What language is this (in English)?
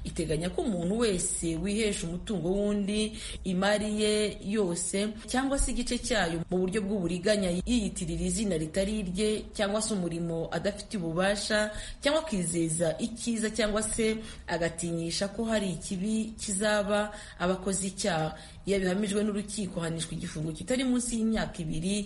Kinyarwanda